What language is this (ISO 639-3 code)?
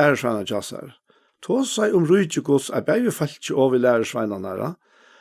fao